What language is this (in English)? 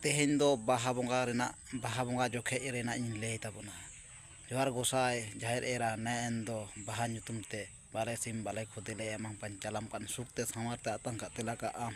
Santali